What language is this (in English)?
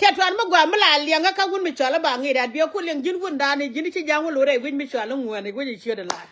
Nuer